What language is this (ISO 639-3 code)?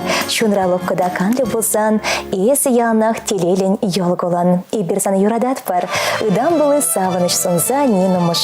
chv